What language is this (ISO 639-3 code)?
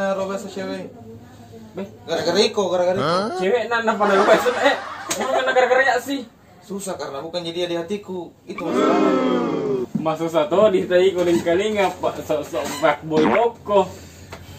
mfp